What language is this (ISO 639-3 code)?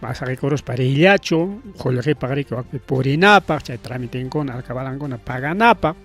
quy